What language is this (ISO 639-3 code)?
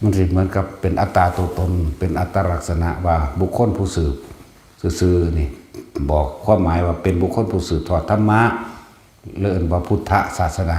tts